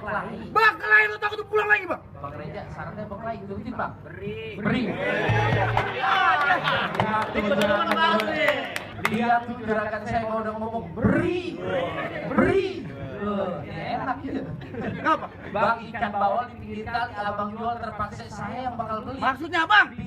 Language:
Betawi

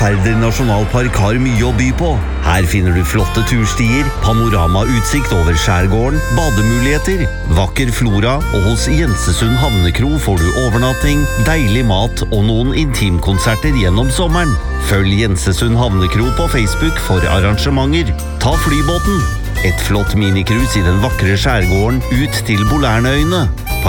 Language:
Norwegian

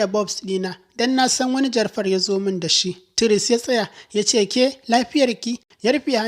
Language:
Hausa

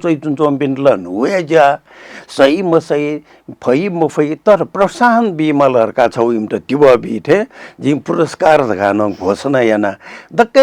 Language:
Newari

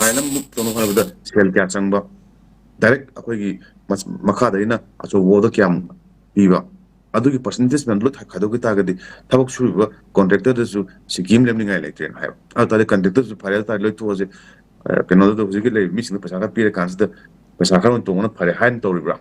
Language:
Manipuri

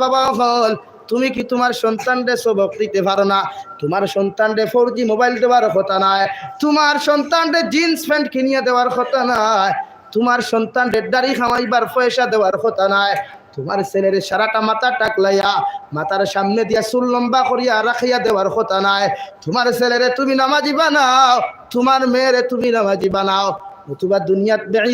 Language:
Sylheti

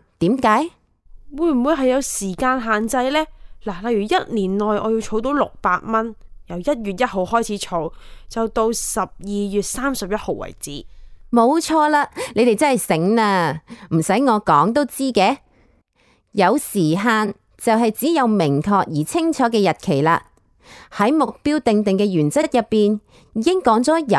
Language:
Cantonese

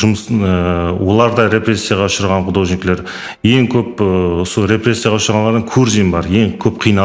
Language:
Kara-Kalpak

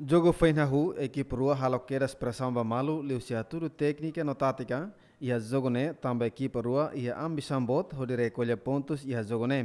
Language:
Tetum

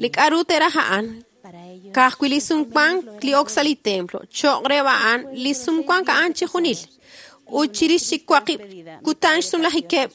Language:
Kekchí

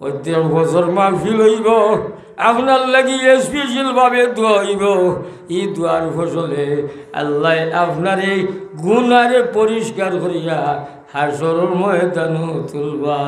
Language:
Sylheti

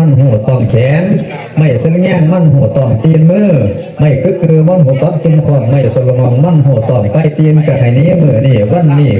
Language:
Lao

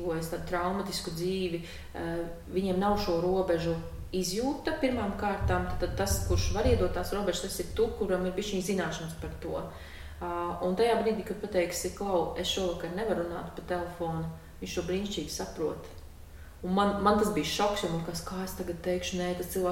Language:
Latvian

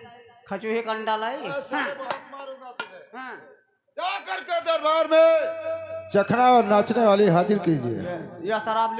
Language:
Awadhi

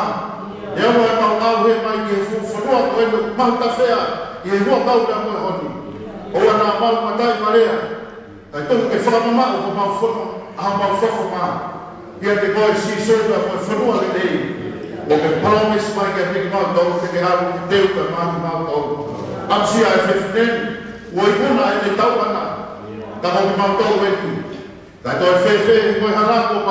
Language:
Tongan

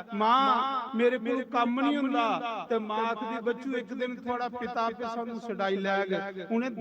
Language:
Dogri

